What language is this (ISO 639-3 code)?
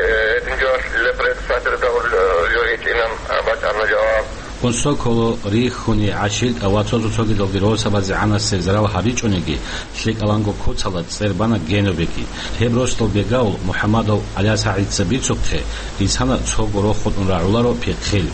ava